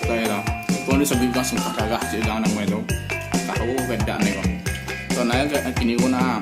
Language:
Minangkabau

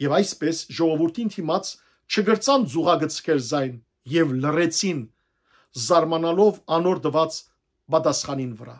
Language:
Western Armenian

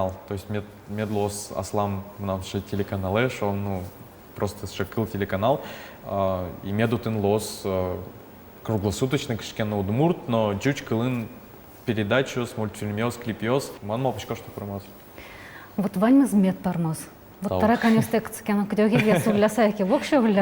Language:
Udmurt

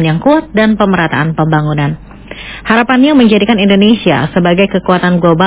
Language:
Indonesian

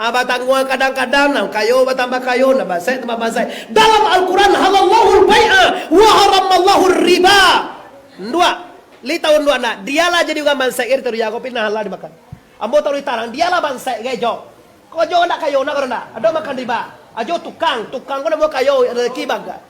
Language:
Minangkabau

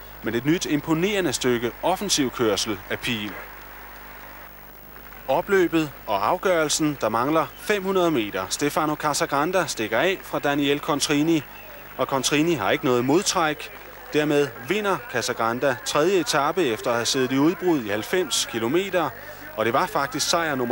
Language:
Danish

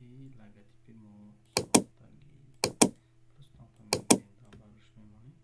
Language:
Tajik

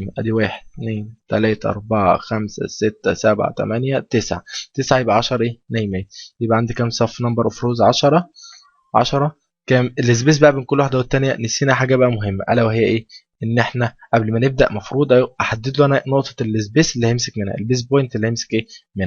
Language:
Egyptian Arabic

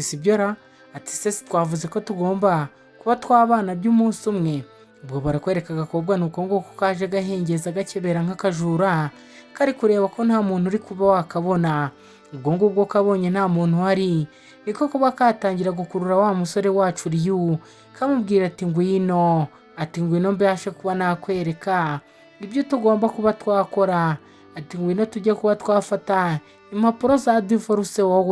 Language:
Kinyarwanda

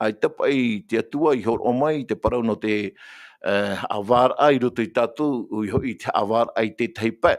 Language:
Tahitian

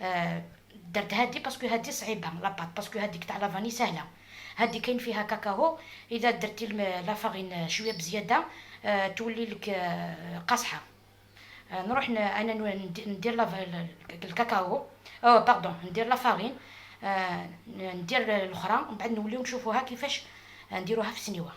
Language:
Algerian Arabic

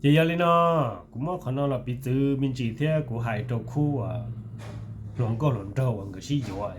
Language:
Hmong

